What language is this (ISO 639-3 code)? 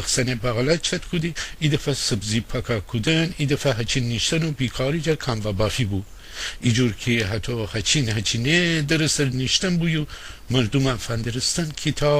glk